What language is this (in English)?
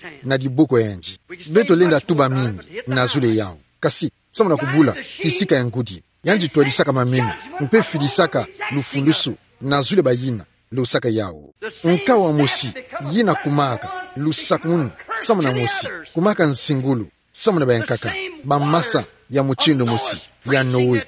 Kituba (Democratic Republic of Congo)